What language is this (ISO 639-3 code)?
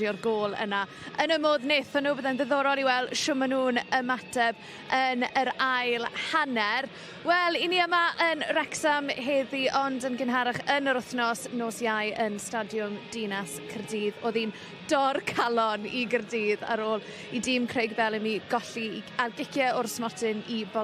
cym